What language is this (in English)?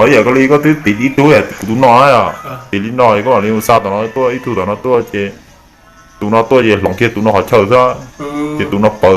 Hmong